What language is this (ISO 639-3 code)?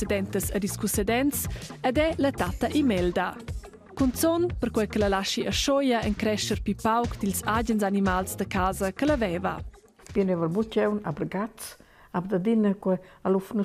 roh